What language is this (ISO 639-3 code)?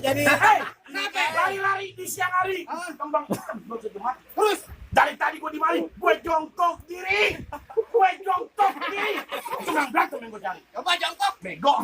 bew